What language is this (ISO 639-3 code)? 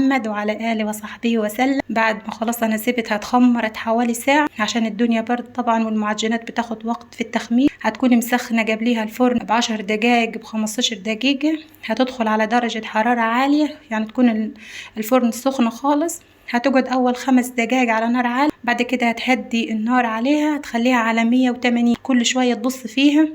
arz